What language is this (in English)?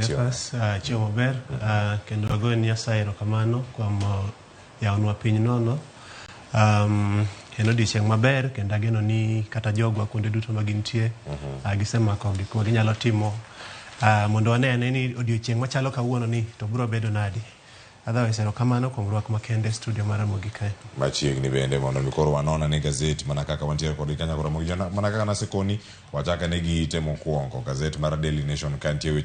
Luo (Kenya and Tanzania)